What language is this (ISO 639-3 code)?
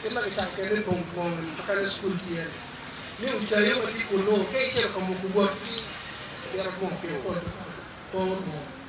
ach